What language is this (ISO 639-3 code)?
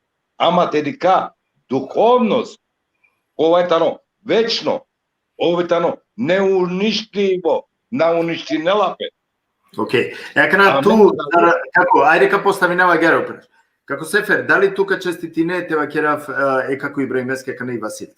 rmn